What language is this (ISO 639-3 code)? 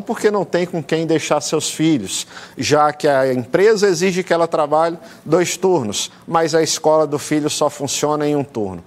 por